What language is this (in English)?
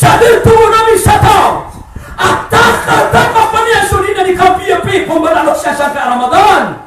Maranao